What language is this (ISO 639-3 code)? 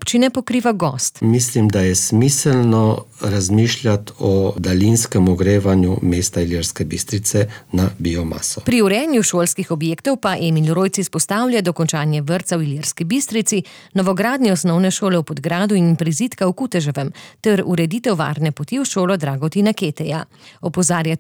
slv